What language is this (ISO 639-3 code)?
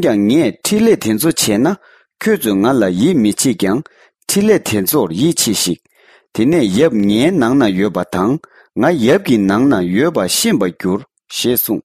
bod